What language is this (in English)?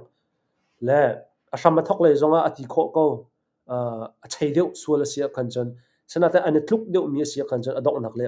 Hakha Chin